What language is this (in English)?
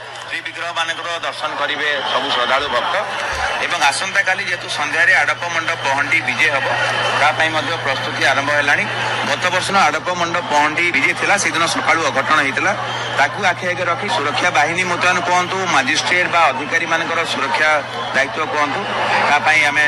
Odia